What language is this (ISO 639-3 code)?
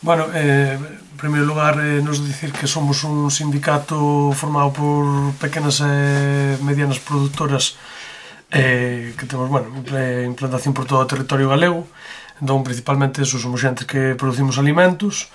glg